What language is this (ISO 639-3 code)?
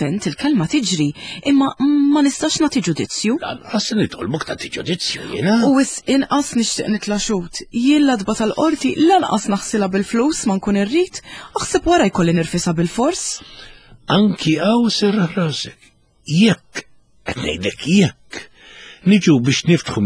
mlt